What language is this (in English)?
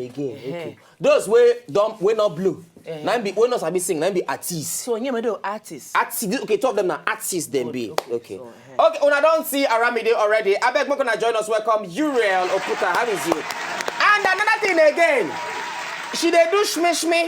Nigerian Pidgin